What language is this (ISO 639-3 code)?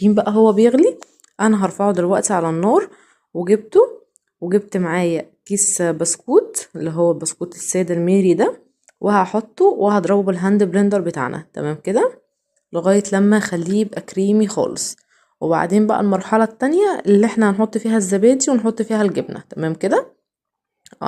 arz